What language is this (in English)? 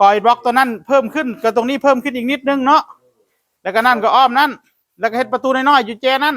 Northeastern Thai